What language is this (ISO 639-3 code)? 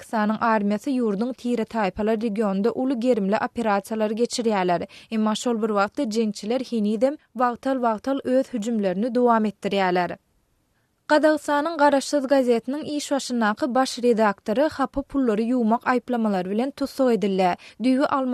tuk